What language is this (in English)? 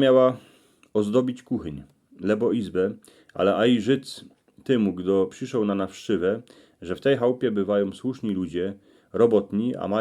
Silesian